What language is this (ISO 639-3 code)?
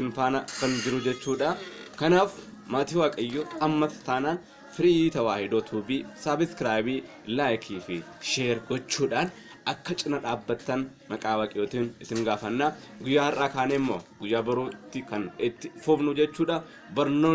orm